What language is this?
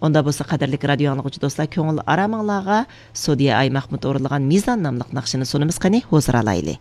Uyghur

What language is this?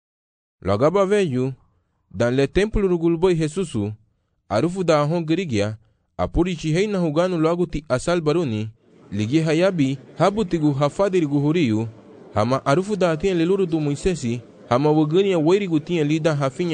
Garifuna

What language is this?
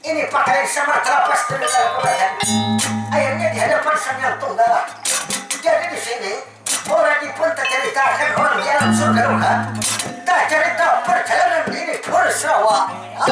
Banjar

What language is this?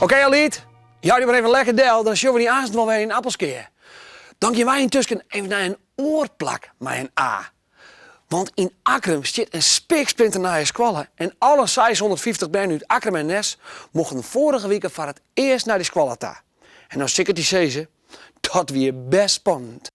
Western Frisian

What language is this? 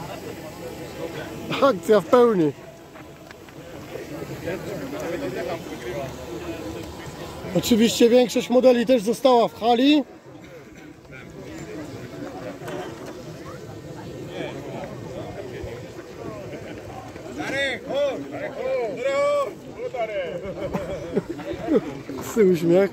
Polish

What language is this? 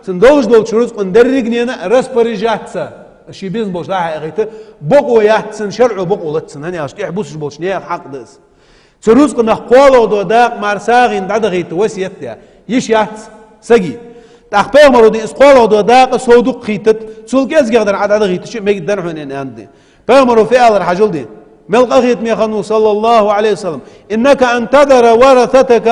Ingush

